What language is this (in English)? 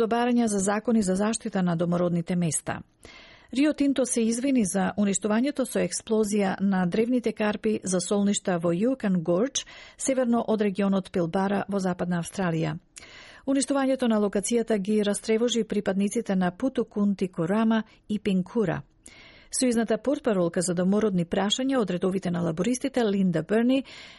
Macedonian